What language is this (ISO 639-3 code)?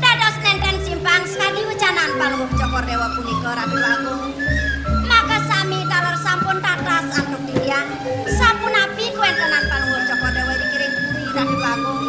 ban